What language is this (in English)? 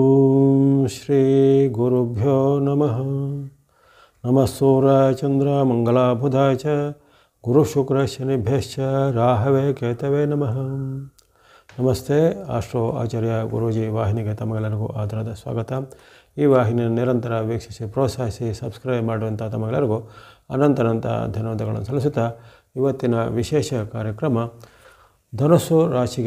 Kannada